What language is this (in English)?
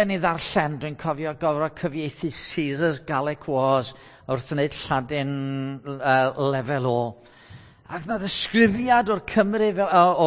Welsh